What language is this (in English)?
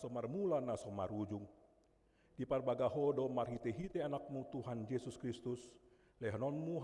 Batak Toba